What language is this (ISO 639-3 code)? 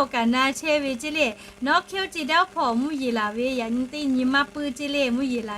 lhu